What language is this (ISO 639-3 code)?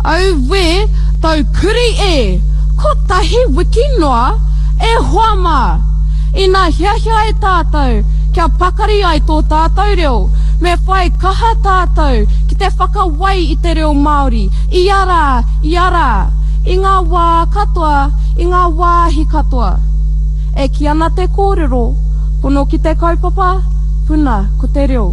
mri